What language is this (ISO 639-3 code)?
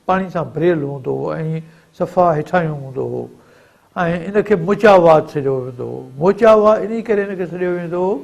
snd